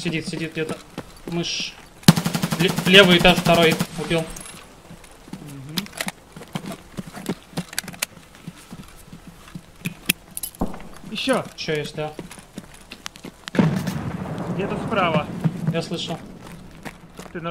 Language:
Russian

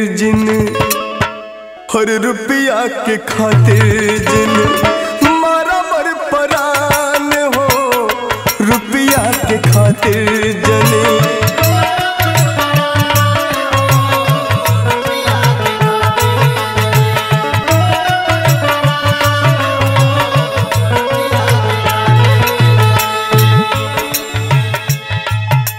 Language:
Bhojpuri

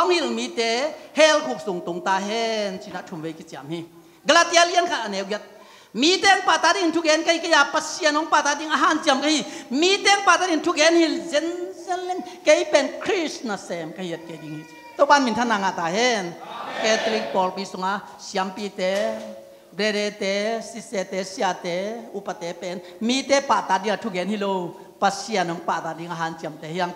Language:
Tedim Chin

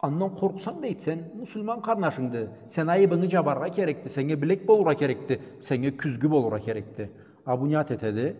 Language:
Karachay-Balkar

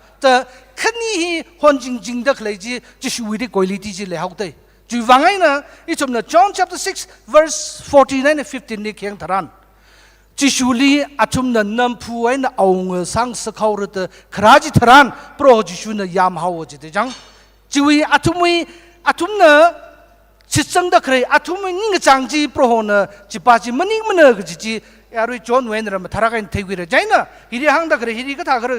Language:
Tangkhul Naga (India)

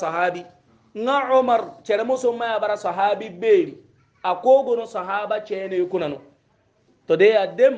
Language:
Hausa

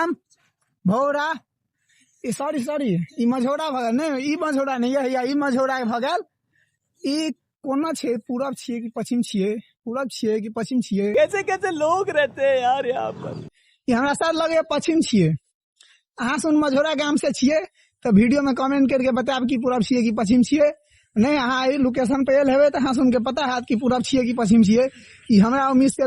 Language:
Maithili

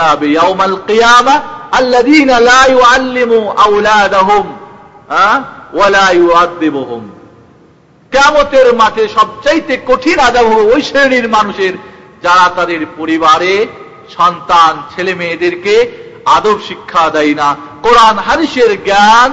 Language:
Bangla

